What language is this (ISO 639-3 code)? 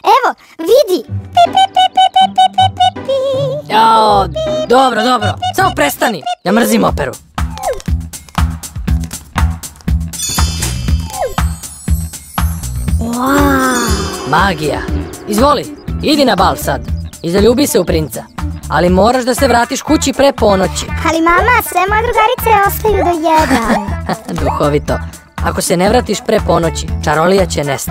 srp